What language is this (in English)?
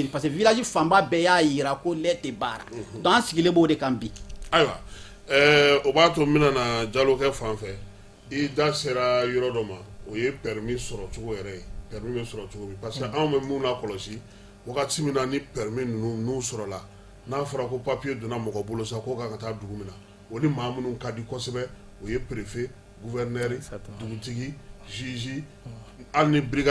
Bambara